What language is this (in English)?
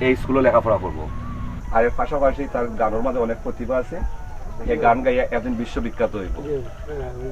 Sylheti